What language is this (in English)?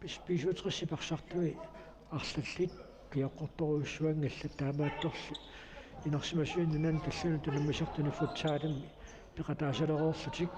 Kalaallisut